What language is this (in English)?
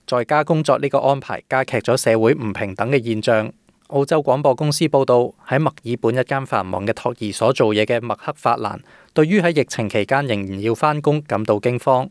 Cantonese